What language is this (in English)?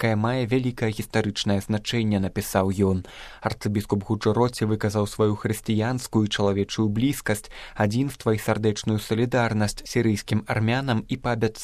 Belarusian